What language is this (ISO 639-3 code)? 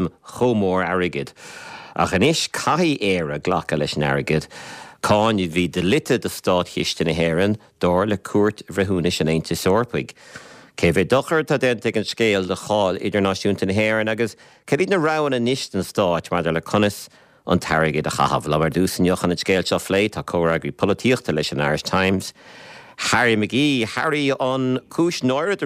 gle